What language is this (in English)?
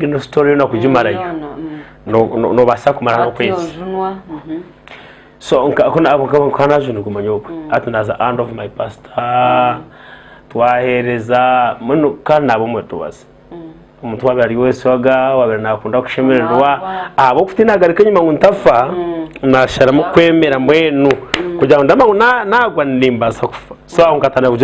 Nyankole